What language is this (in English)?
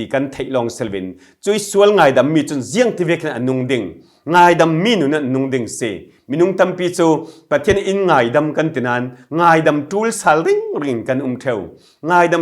Falam Chin